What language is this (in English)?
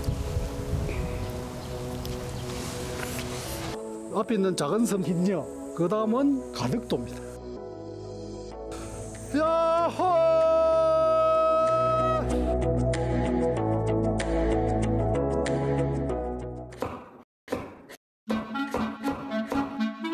Korean